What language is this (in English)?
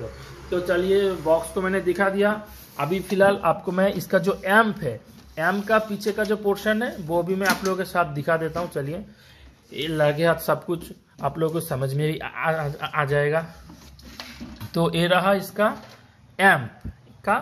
Hindi